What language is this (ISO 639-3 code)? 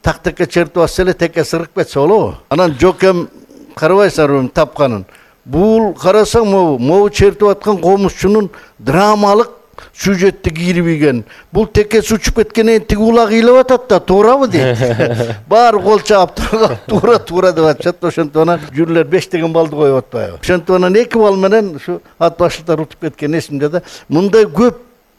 kir